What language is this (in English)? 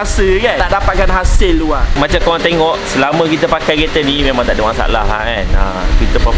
Malay